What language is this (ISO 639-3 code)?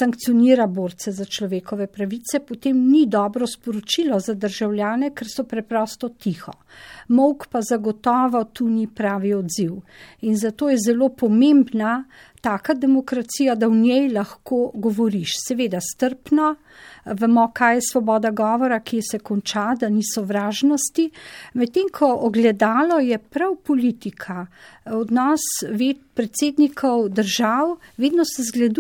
slv